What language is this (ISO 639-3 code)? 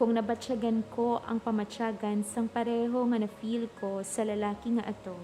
hil